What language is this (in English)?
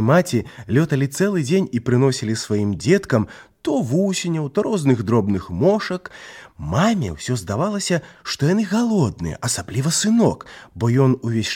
Belarusian